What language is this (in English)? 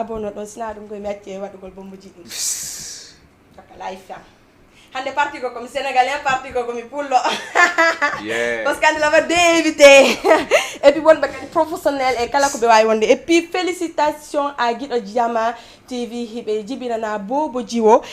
Fula